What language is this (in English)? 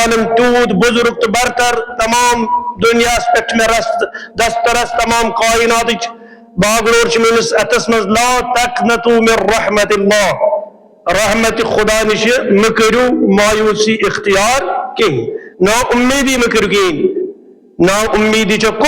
Kashmiri